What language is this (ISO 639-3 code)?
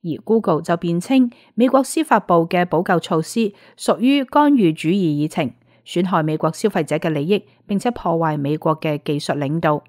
yue